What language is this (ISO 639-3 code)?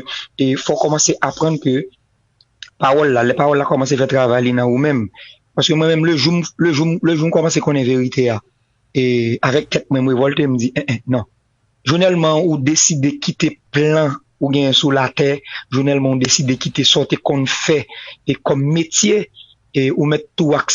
hat